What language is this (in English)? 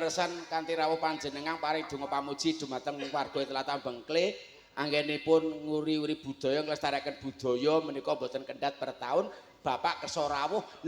Javanese